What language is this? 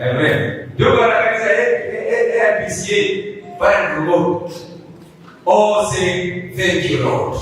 Meru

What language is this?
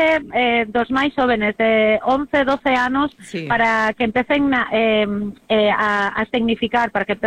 Galician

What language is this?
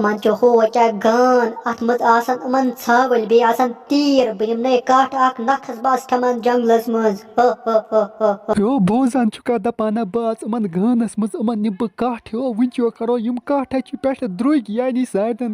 Kashmiri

